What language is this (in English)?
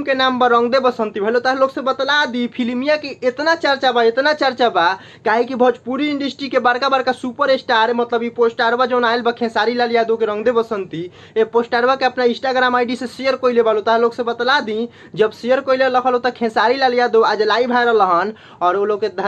Bhojpuri